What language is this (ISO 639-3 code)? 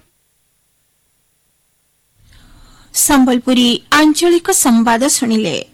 ori